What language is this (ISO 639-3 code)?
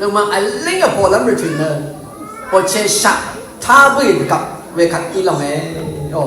raw